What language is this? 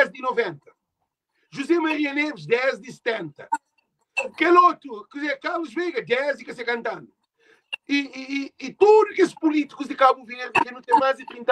Kabuverdianu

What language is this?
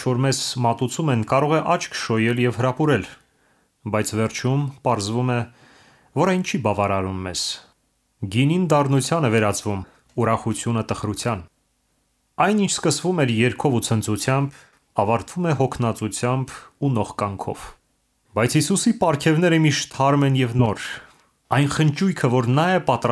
Armenian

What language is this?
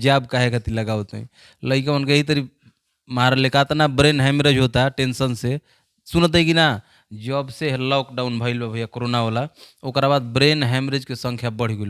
Bhojpuri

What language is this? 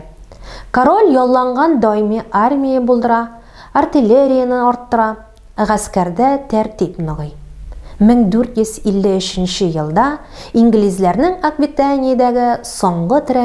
Tatar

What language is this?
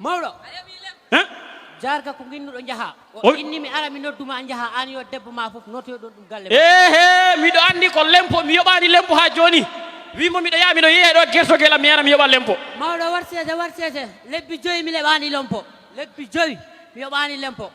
Fula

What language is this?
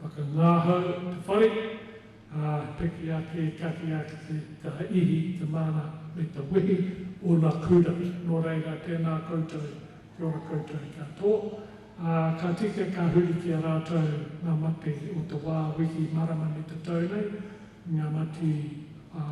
Māori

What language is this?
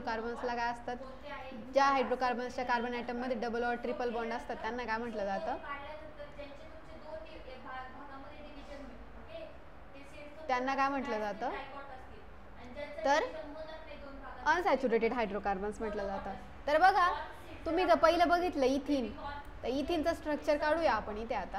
Marathi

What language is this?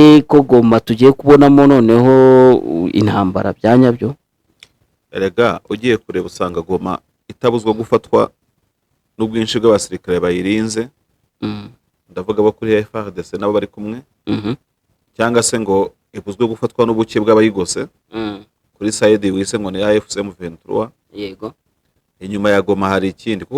Kinyarwanda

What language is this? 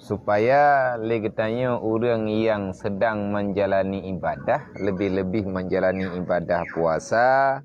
Achinese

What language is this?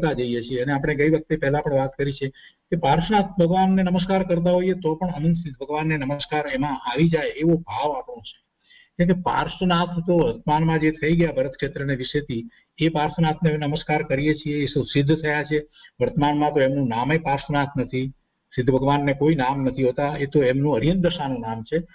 Gujarati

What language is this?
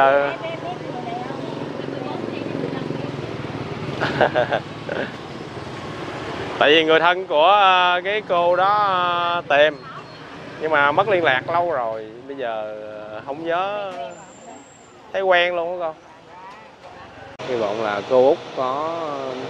Vietnamese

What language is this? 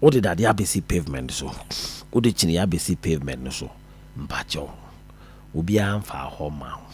Akan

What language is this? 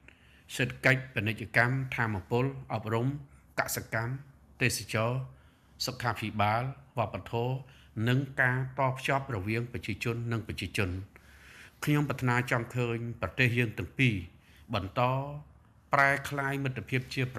Khmer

